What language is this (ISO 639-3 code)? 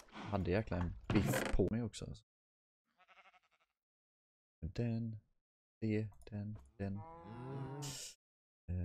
swe